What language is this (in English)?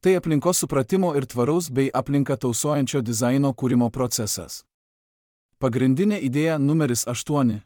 Lithuanian